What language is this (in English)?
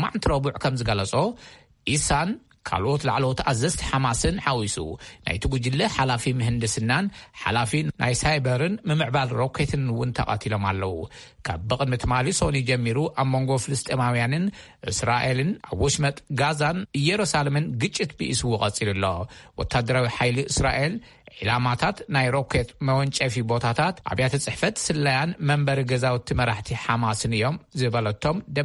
Tigrinya